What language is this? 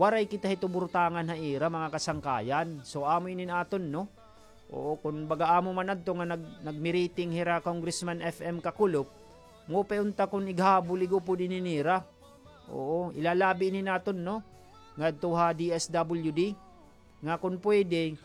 Waray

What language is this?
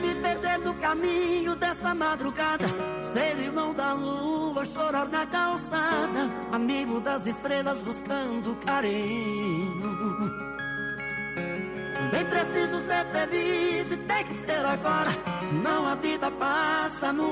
Portuguese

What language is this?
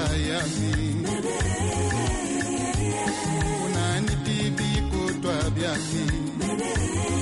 Swahili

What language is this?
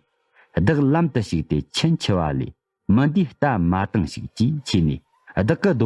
Tibetan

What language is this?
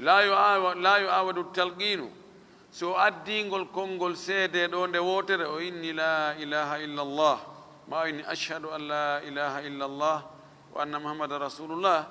Fula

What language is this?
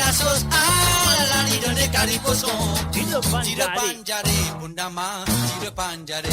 Morisyen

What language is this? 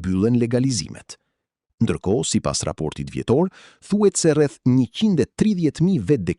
Albanian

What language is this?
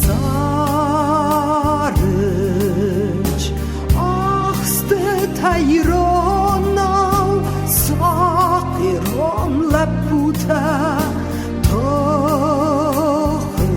Ossetic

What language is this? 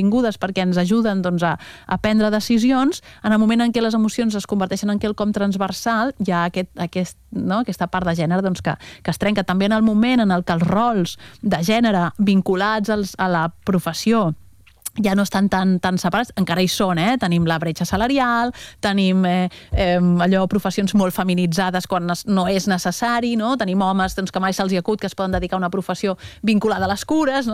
Catalan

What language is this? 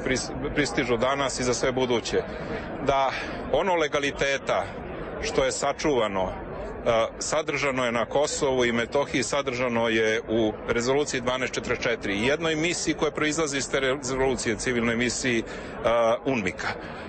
Serbian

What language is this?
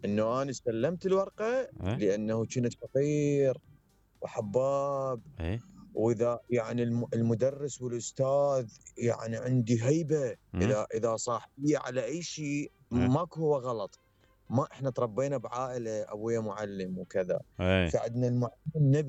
Mesopotamian Arabic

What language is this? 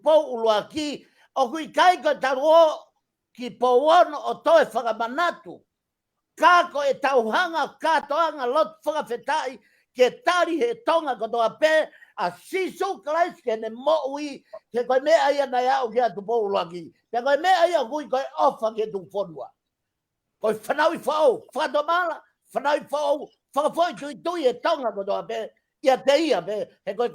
Tongan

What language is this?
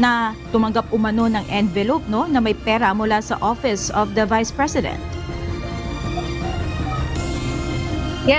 Filipino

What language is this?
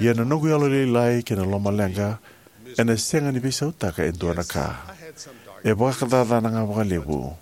Fijian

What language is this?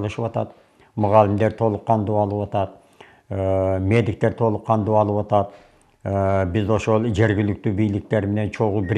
Kyrgyz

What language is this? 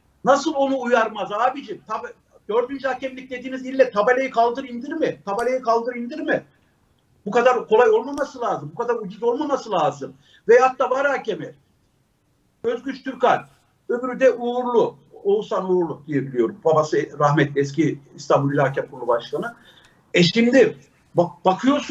Turkish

